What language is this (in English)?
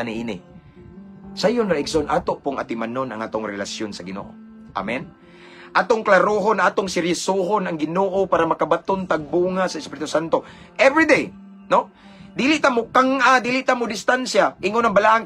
Cebuano